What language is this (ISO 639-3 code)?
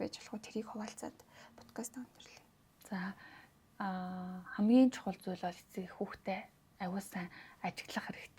mon